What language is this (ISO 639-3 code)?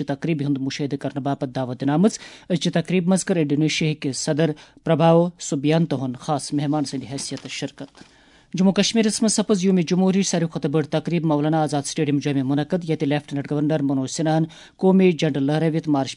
kas